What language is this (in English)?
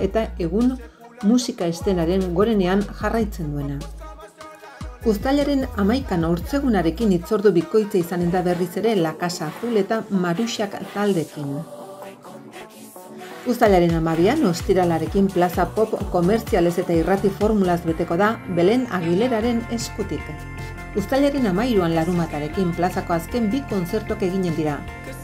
Basque